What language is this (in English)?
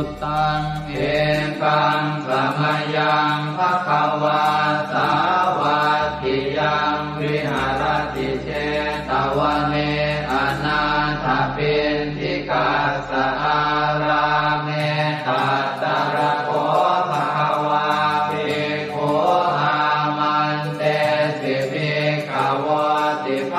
Pali